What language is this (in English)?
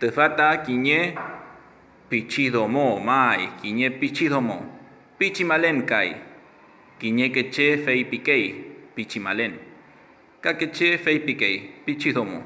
Mapuche